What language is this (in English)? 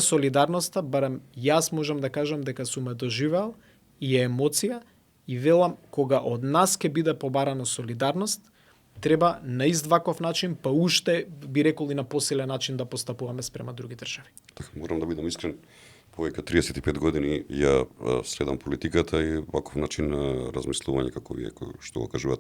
Macedonian